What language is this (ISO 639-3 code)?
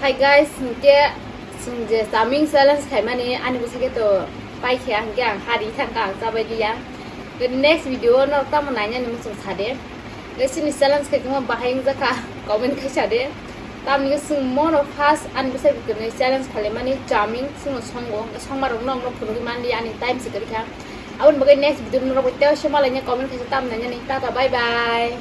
trp